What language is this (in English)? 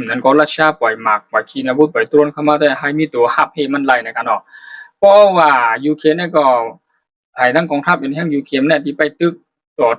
Shan